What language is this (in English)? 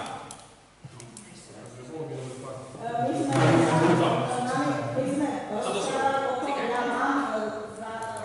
Slovak